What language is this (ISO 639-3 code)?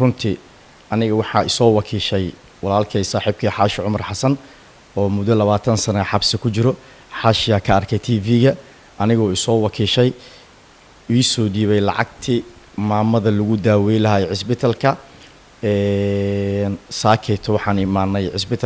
som